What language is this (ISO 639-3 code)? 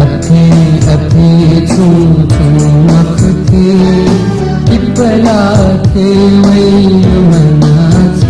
new